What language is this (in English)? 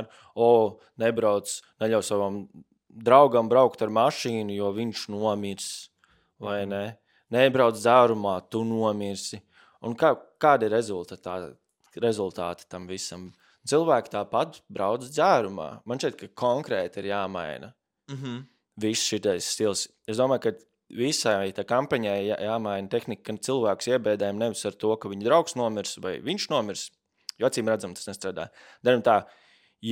Latvian